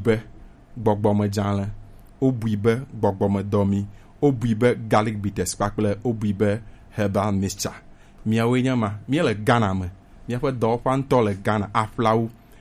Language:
Gen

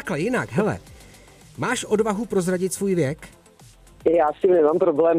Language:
Czech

